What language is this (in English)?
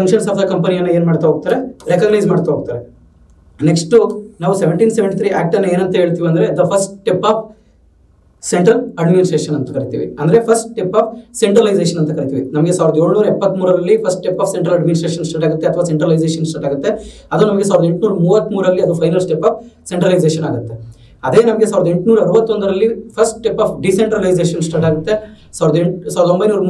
Kannada